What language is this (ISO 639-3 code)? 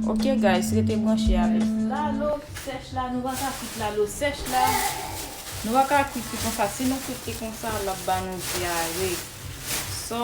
hat